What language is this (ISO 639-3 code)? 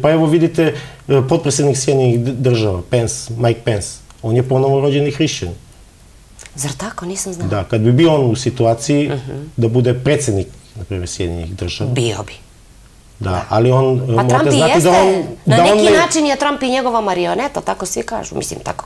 srp